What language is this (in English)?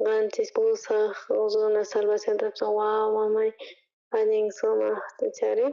South Bolivian Quechua